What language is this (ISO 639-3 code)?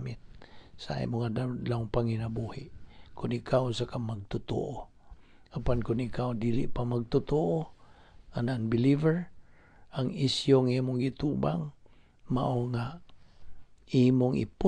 ceb